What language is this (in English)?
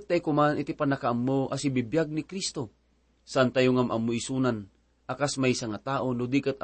Iloko